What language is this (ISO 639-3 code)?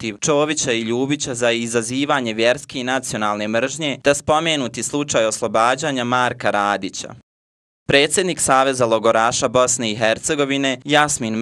bos